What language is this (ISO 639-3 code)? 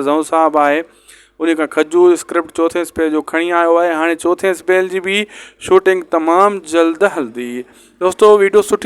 snd